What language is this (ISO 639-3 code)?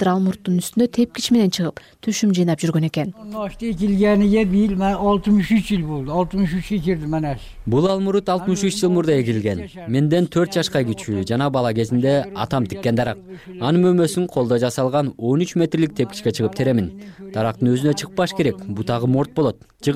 kir